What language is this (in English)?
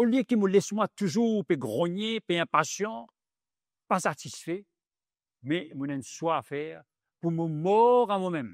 Morisyen